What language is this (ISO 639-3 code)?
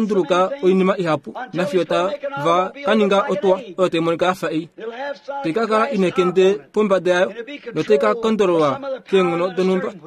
kua